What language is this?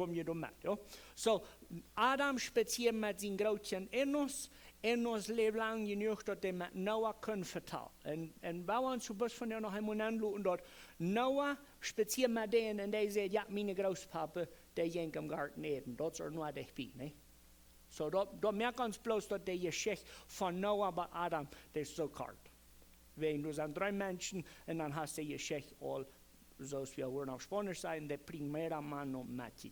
Plautdietsch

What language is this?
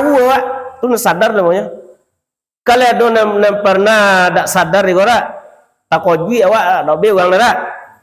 Minangkabau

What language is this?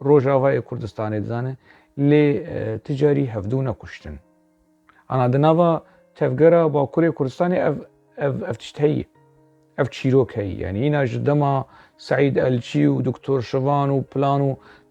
Kurdish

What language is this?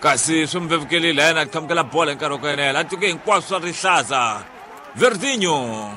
Tsonga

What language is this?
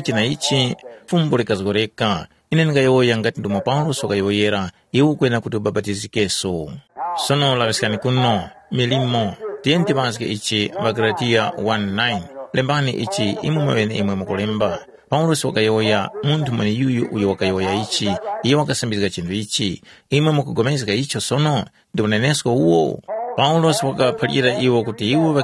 Tumbuka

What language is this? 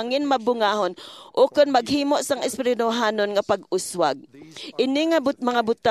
Hiligaynon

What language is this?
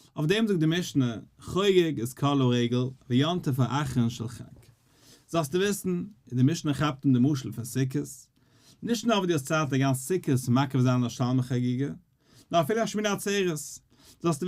Yiddish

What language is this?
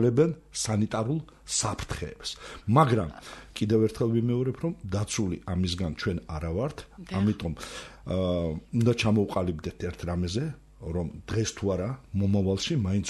Georgian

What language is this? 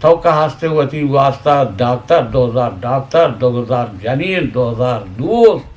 Eastern Balochi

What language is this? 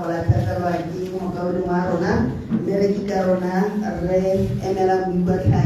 Tswana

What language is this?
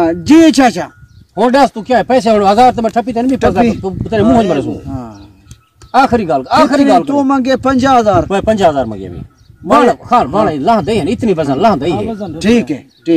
Saraiki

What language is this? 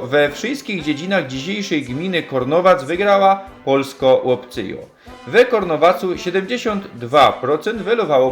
Silesian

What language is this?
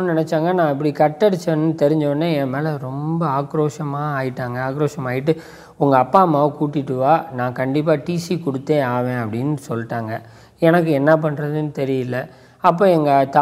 Tamil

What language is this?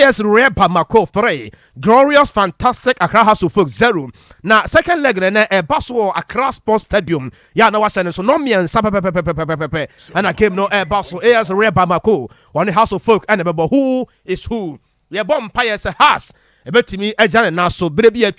Akan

